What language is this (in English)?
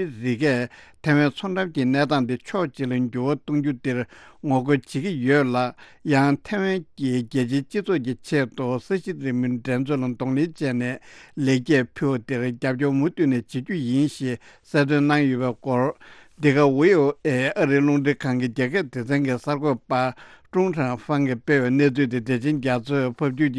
Tibetan